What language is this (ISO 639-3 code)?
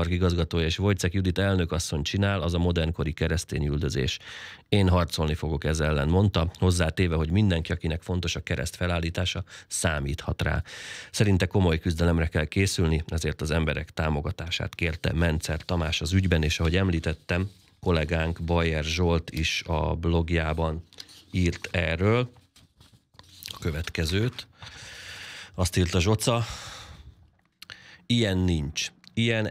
hun